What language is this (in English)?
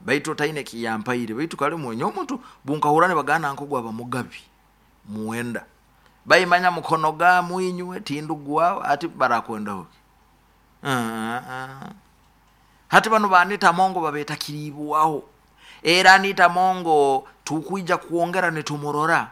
Nyoro